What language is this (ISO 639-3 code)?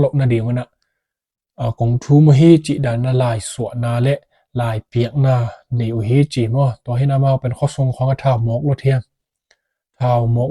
ctd